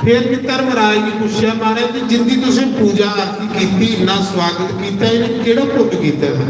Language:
Dogri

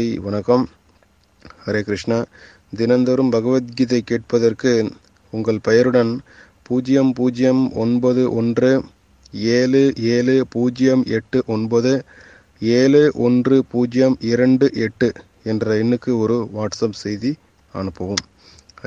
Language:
Tamil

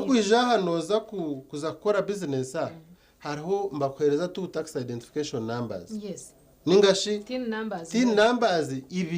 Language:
Nyankole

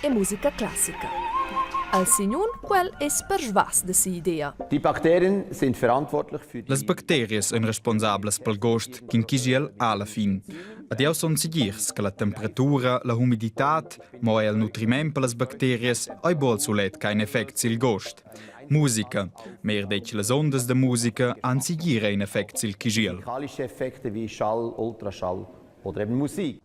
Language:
Romansh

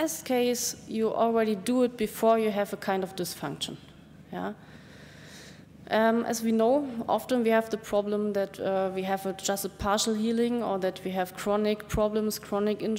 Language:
English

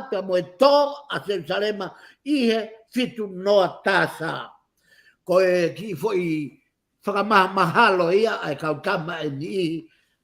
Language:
Tongan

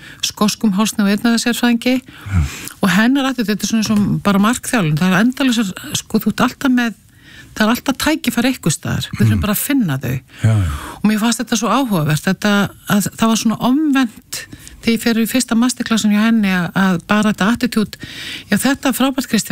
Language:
Icelandic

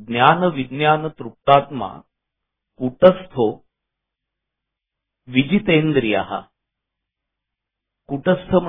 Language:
Marathi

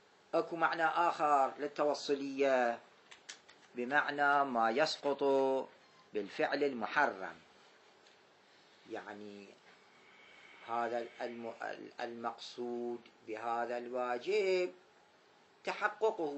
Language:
Arabic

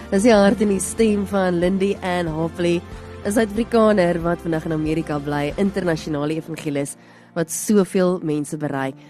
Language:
Afrikaans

